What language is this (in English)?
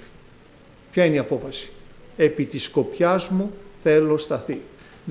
Greek